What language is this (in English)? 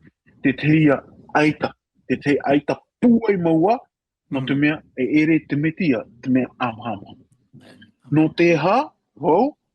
Tahitian